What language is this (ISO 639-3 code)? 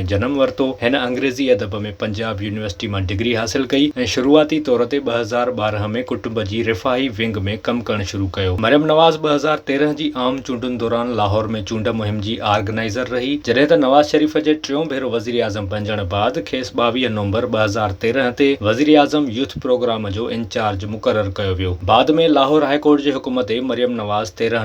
snd